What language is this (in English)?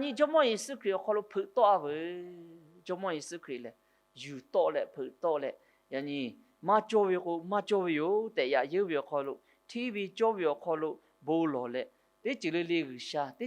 Lahu